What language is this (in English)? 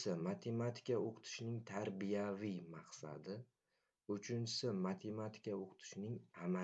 Uzbek